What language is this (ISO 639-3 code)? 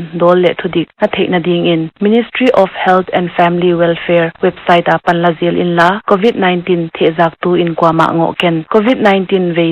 pck